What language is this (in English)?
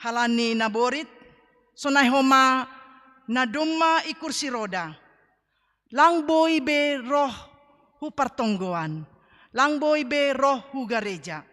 Batak Simalungun